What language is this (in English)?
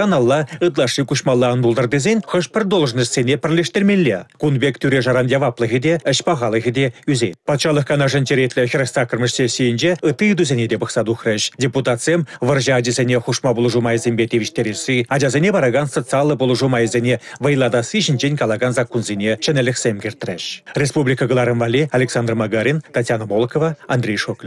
Chuvash